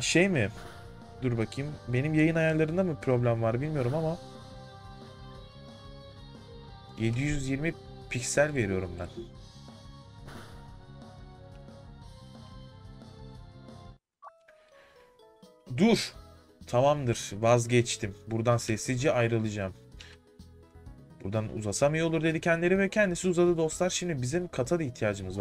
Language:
Turkish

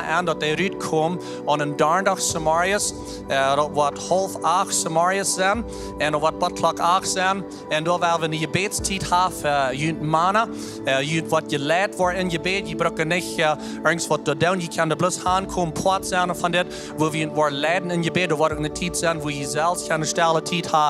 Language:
Plautdietsch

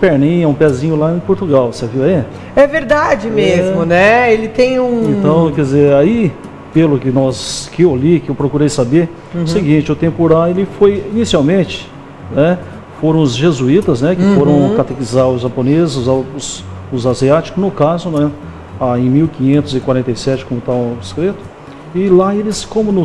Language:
Portuguese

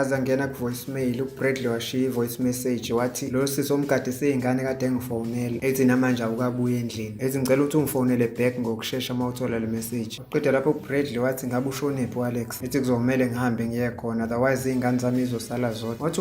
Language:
Zulu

